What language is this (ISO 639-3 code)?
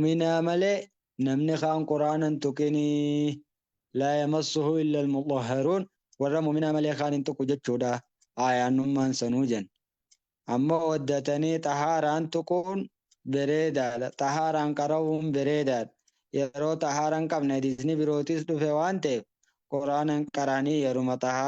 orm